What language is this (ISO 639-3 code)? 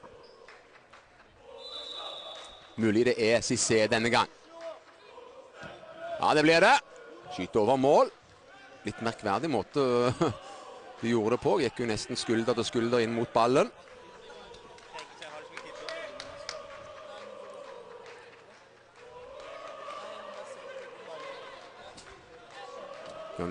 nor